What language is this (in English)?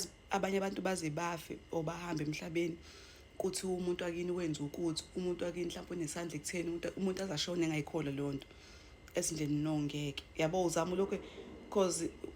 Zulu